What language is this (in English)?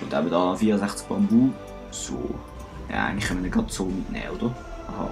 Swiss German